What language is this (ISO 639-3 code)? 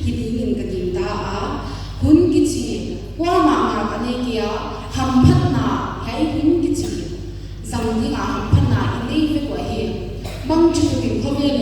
pck